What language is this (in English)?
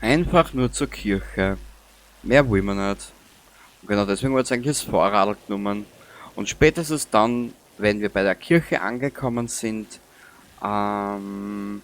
Bavarian